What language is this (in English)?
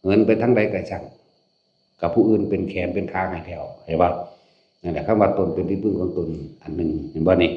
Northeastern Thai